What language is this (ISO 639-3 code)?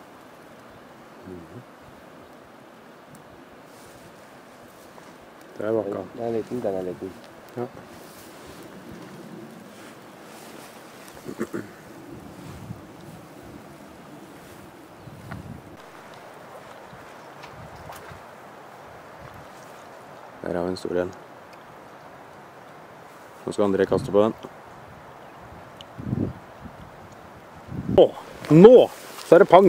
nor